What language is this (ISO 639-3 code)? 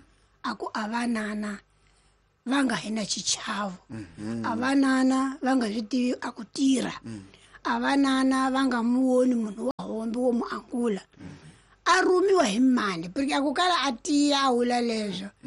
tso